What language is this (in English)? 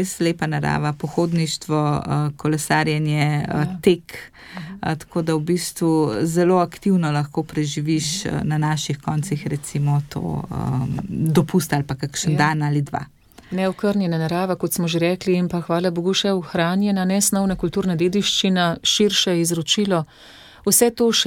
Slovenian